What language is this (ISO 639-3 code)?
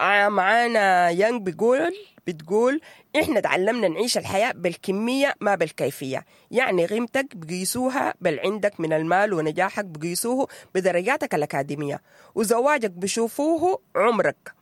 apd